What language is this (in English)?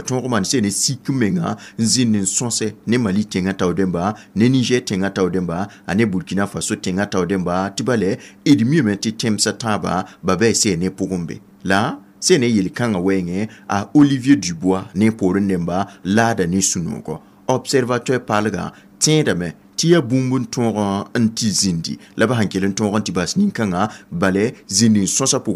Mossi